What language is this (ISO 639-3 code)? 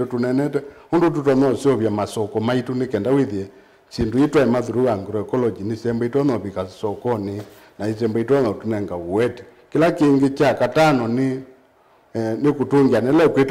kam